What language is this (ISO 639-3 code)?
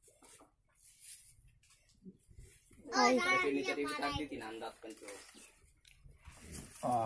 mar